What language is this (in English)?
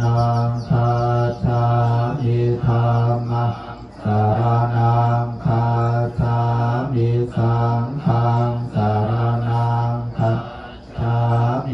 Pali